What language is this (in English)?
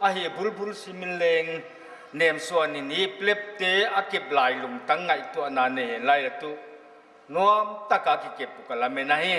Paite Chin